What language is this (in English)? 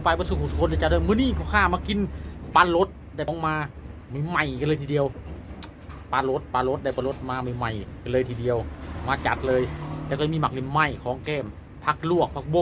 Lao